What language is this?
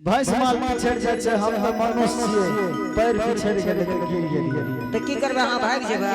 Angika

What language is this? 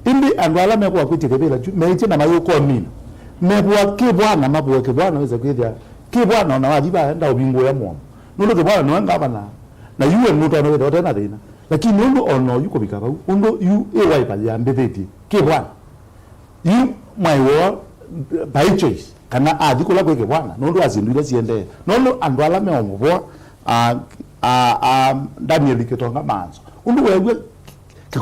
Kamba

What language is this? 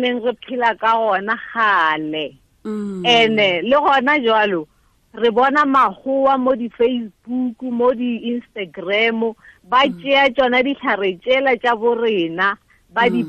Tswana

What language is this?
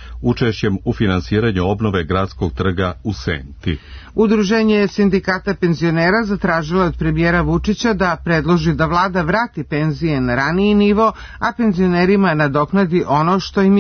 Serbian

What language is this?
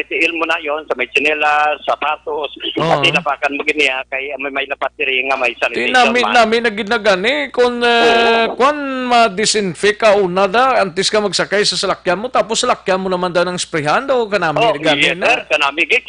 Hiligaynon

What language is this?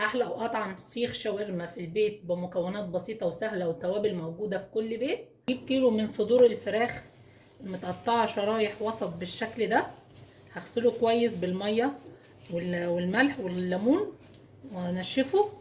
Egyptian Arabic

